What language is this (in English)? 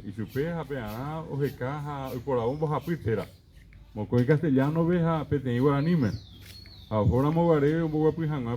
Guarani